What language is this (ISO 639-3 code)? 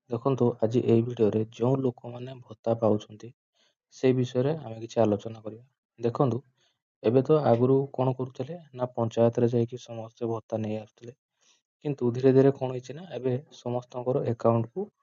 ori